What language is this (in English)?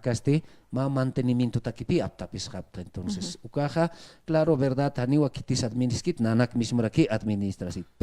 Aymara